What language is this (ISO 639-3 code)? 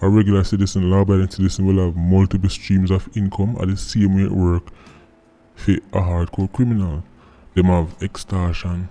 jam